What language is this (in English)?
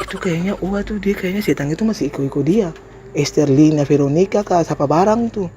Ambonese Malay